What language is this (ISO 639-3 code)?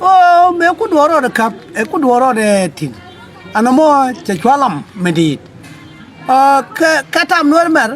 nus